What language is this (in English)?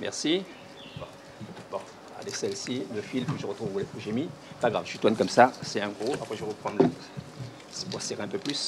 Réunion Creole French